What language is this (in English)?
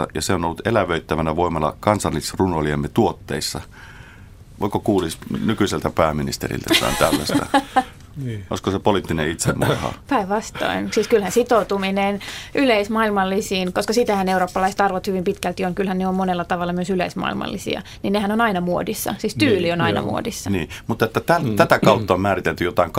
Finnish